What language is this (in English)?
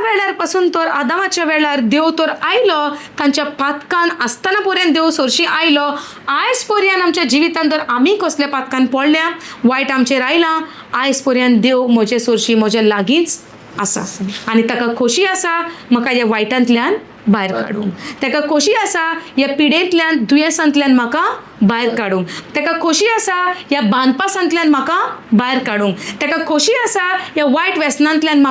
Konkani